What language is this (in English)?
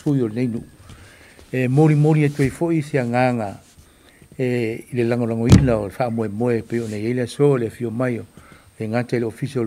Samoan